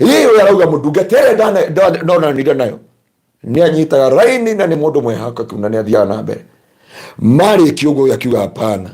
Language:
Kikuyu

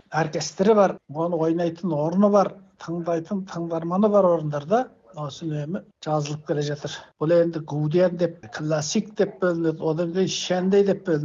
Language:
Kazakh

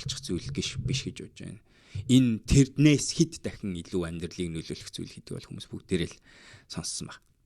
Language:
Mongolian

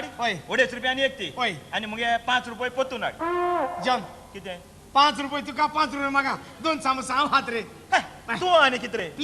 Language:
Konkani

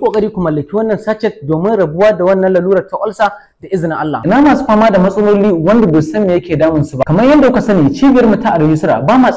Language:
Hausa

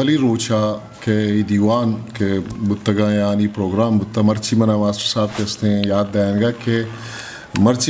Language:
Eastern Balochi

